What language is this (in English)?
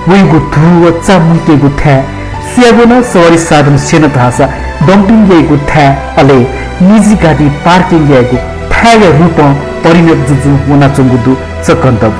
Newari